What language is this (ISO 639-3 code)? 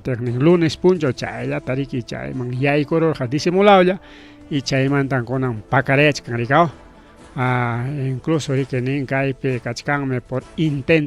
quy